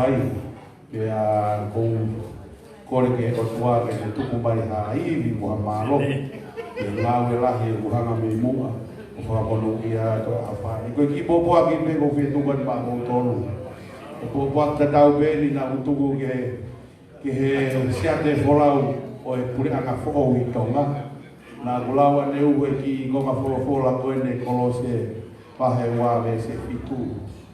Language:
Tongan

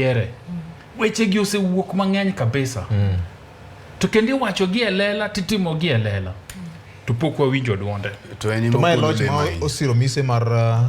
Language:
Luo (Kenya and Tanzania)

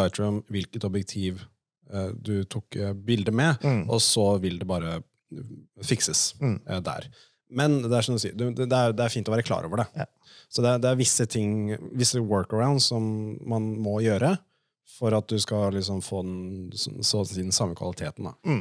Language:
Norwegian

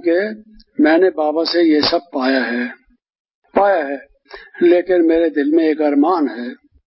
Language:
Hindi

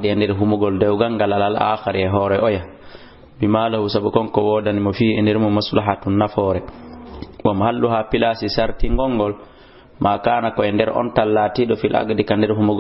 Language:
Fula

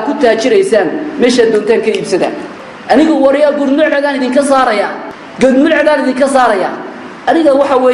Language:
Somali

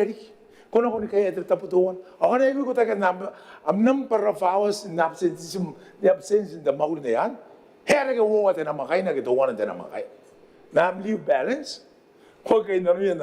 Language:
Gilbertese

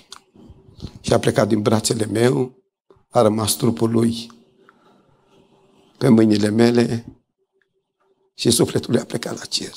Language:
Romanian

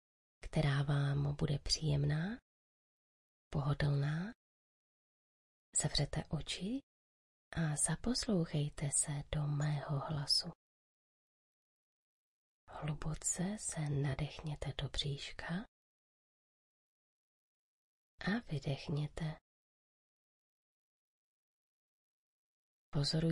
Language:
Czech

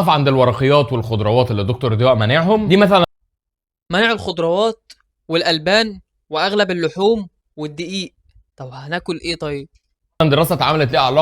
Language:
Egyptian Arabic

